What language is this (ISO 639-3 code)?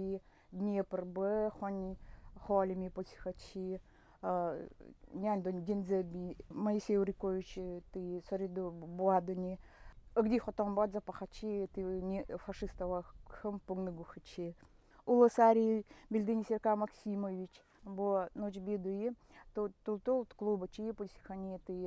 gld